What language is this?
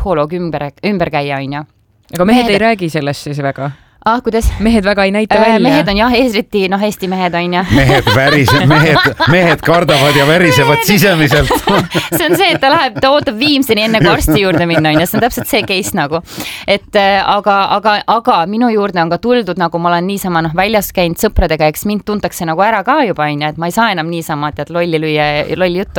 Estonian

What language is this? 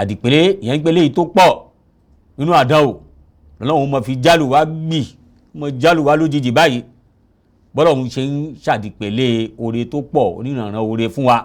Yoruba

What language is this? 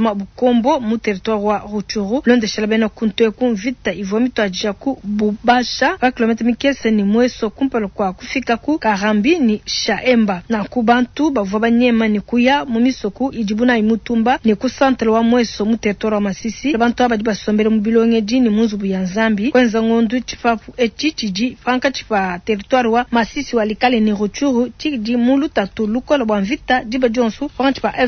Luba-Lulua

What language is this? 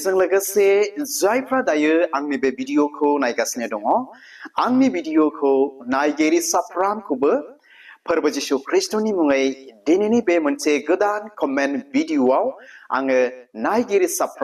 Bodo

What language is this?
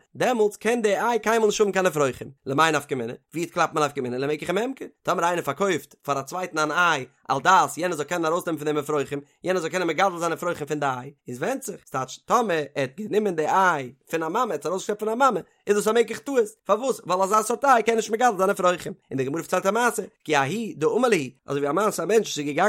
Yiddish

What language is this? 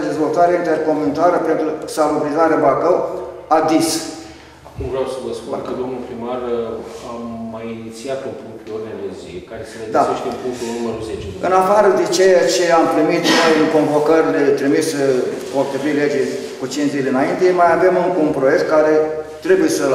Romanian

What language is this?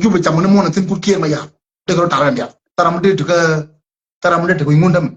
Nuer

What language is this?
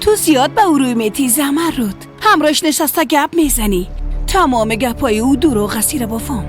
Persian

